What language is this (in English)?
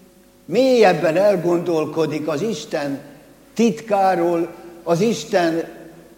Hungarian